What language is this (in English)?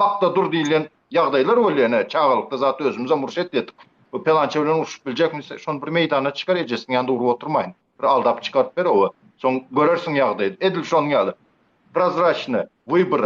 Turkmen